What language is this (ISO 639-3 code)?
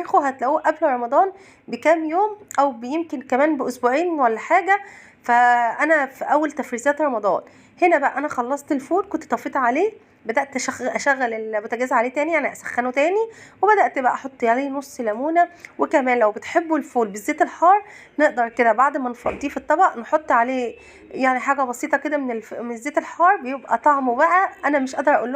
arz